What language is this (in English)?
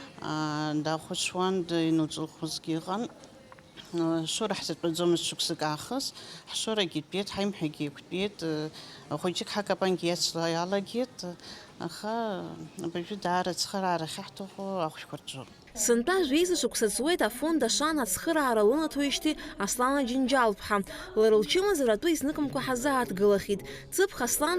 Abkhazian